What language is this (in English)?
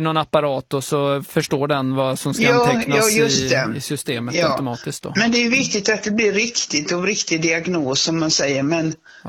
Swedish